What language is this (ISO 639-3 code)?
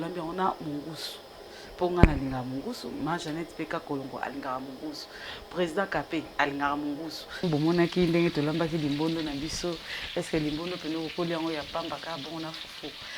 lin